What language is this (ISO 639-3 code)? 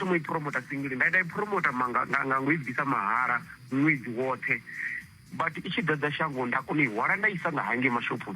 ven